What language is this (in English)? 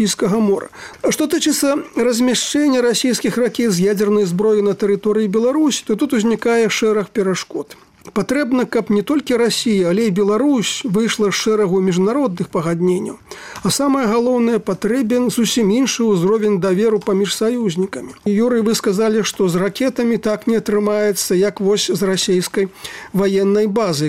Belarusian